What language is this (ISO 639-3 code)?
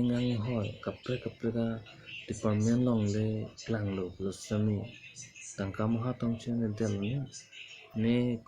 mjw